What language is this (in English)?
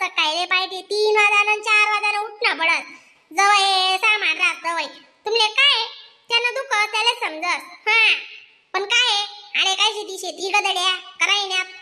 Khandesi